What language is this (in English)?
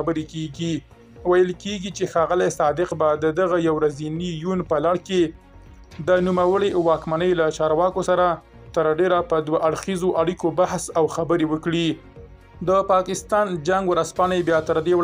Pashto